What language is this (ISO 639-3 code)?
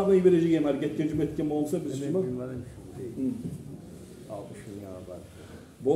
kum